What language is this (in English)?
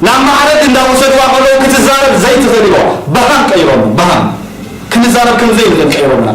Tigrinya